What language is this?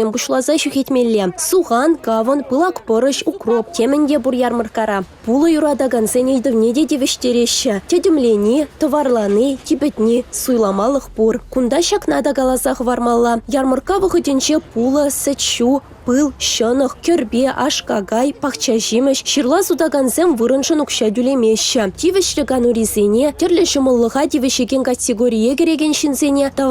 Chuvash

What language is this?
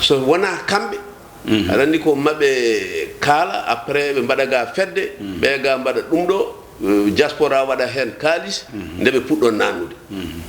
Fula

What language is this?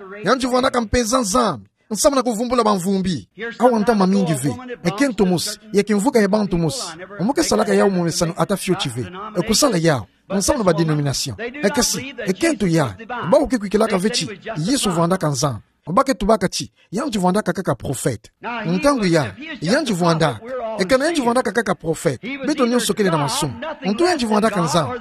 Kituba (Democratic Republic of Congo)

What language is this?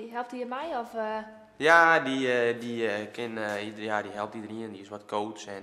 Western Frisian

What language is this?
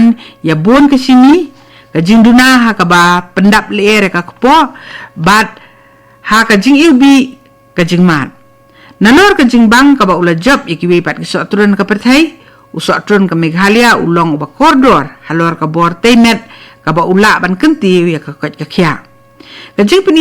Khasi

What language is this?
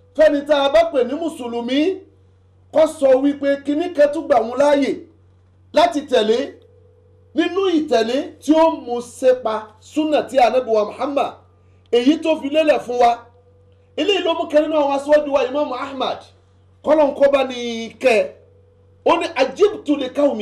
Yoruba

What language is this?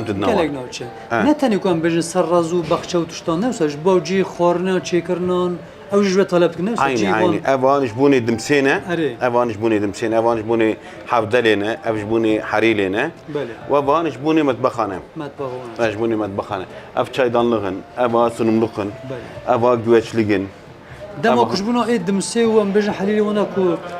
Kurdish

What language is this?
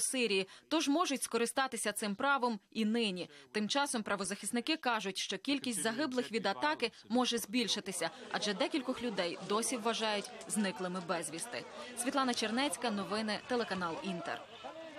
Ukrainian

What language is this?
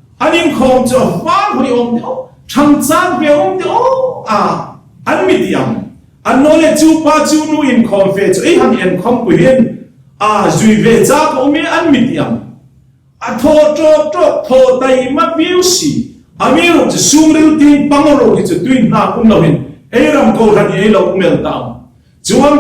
Hmar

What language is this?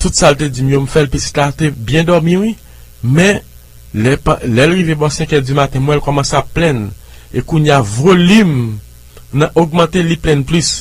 Haitian Creole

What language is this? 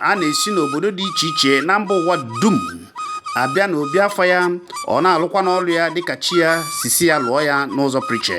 Igbo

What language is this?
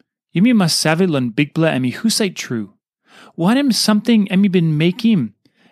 Tok Pisin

